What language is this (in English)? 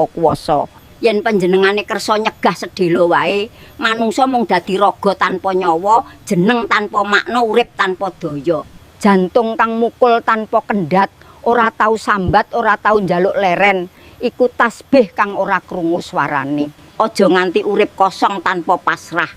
Javanese